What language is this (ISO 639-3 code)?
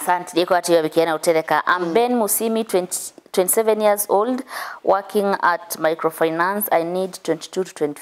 kam